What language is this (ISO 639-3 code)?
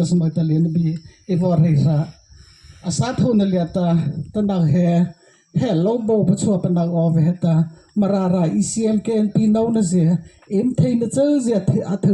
mrh